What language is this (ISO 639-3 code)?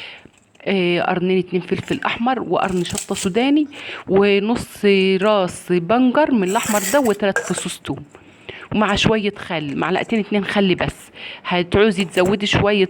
arz